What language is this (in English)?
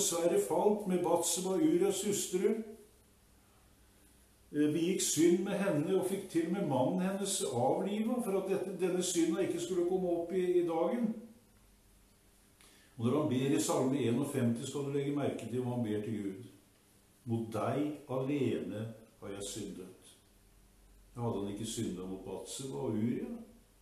Norwegian